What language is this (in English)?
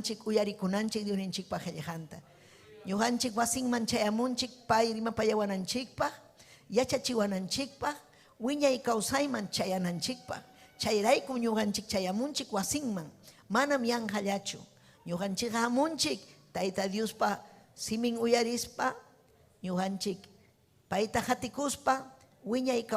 Ayacucho Quechua